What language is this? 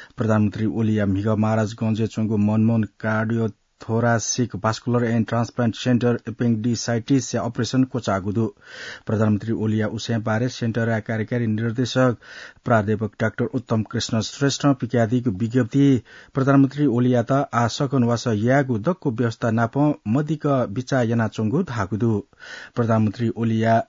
Newari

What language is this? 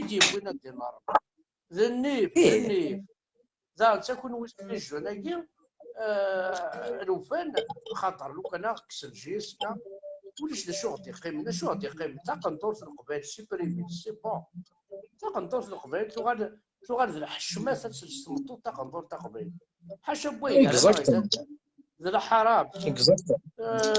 Kabyle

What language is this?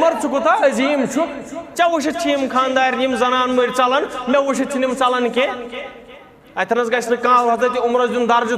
Kashmiri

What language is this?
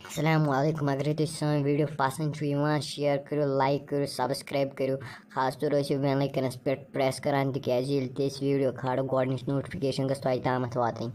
Kashmiri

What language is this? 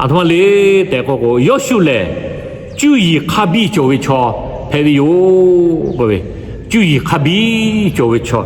Lahu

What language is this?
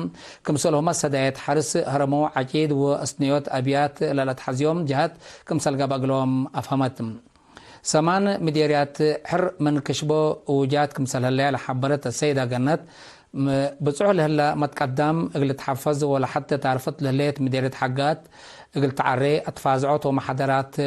Tigre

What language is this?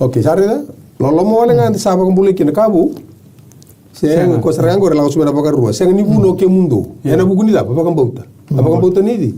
Fijian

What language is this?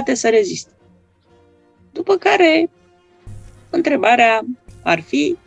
Romanian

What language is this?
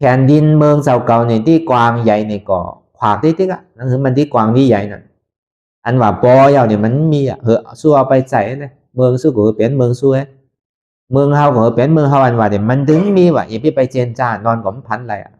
Shan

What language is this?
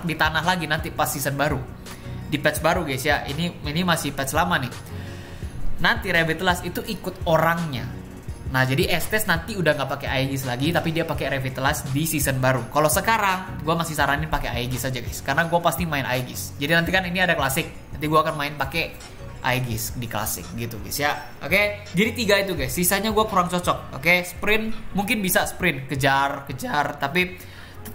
Indonesian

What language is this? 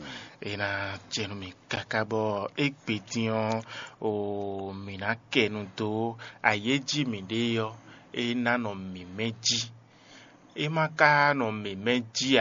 Fon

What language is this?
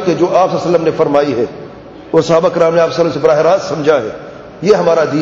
Urdu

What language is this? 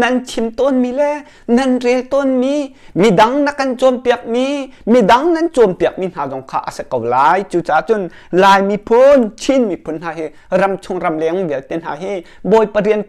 Hakha Chin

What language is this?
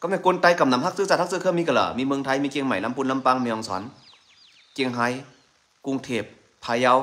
Shan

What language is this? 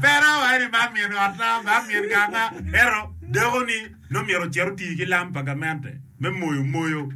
Acoli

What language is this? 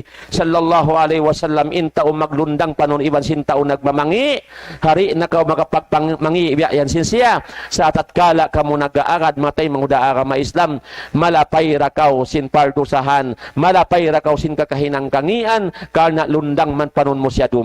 Tausug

